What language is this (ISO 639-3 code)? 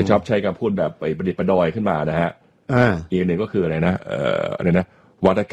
tha